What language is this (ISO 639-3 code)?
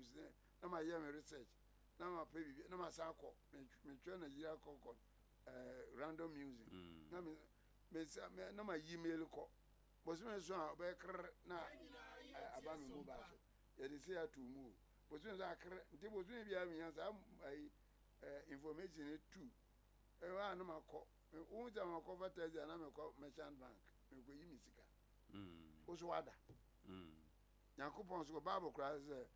aka